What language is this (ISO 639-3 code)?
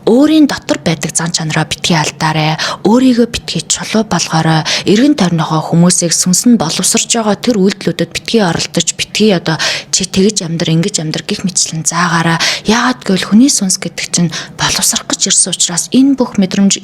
mon